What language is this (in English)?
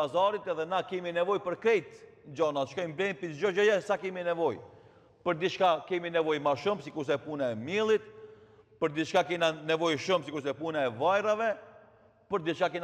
Albanian